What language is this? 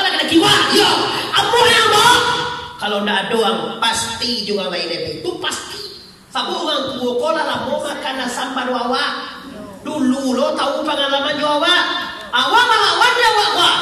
Minangkabau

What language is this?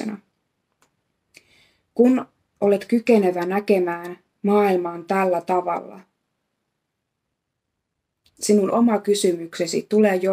Finnish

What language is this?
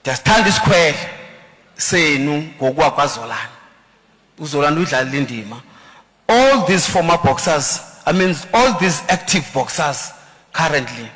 Xhosa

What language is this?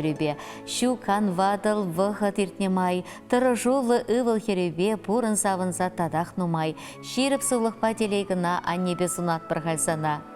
Chuvash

